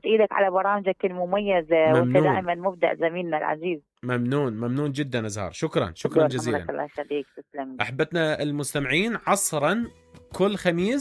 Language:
Mesopotamian Arabic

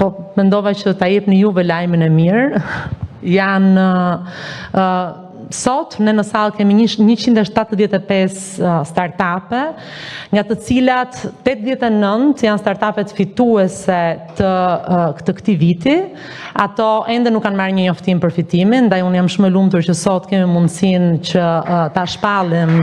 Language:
Albanian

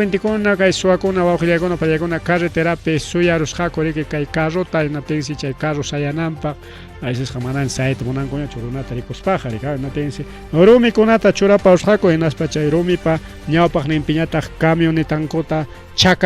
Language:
Ayacucho Quechua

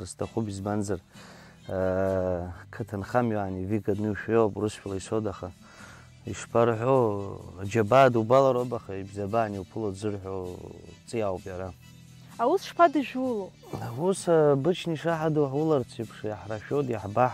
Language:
Abkhazian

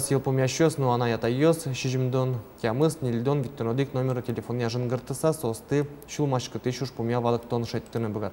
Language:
Udmurt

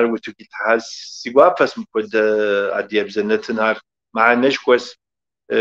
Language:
Kabardian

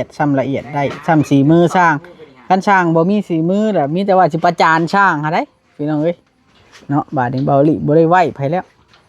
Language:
Northeastern Thai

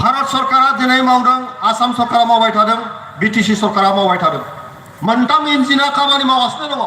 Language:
Bodo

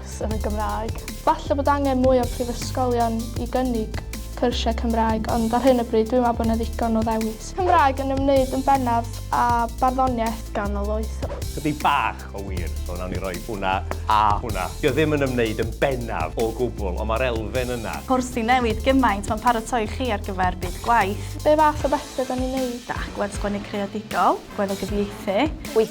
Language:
Welsh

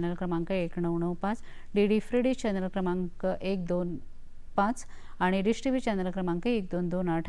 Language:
Konkani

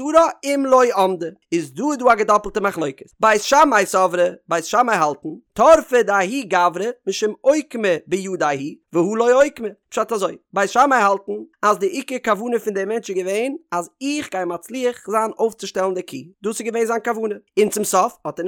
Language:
Yiddish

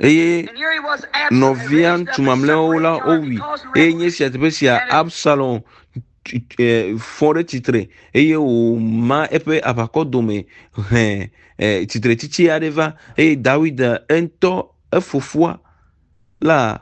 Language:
Ewe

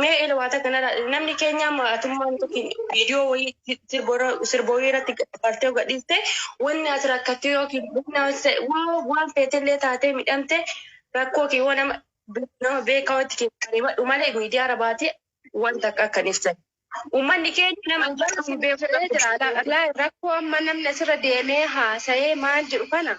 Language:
Oromo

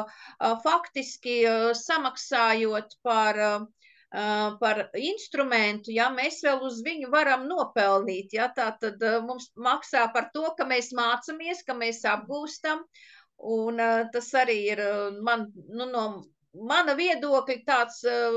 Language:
Latvian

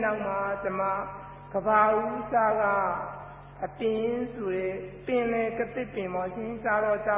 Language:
Burmese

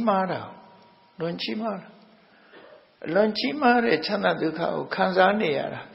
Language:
Burmese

